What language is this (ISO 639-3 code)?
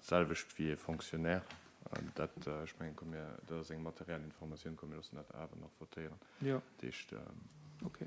ltz